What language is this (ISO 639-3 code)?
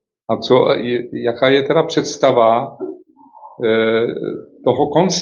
ces